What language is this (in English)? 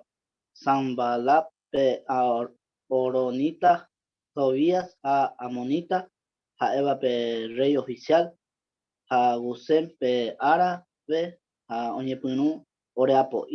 Guarani